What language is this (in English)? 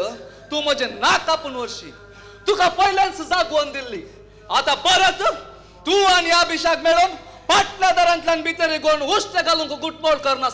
Konkani